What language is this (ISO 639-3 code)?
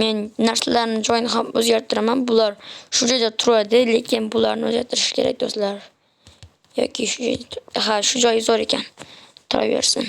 uzb